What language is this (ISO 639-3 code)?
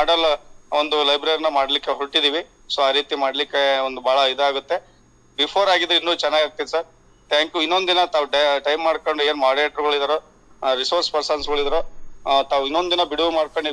kan